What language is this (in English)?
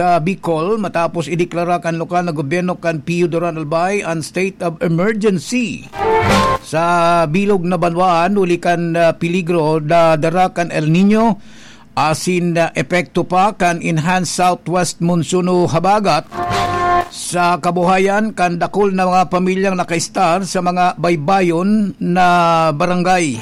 Bikol